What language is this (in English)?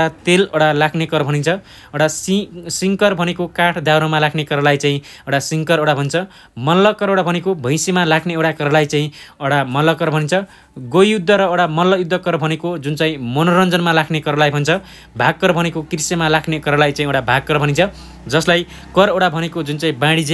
Nepali